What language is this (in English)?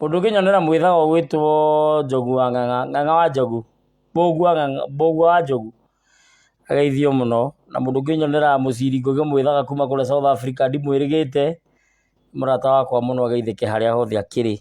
Kikuyu